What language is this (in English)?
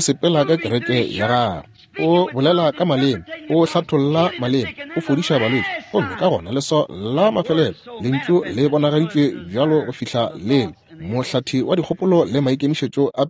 Northern Sotho